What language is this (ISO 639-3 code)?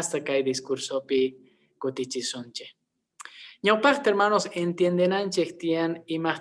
que